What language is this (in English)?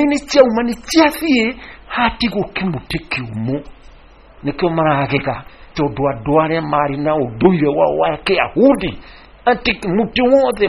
Kikuyu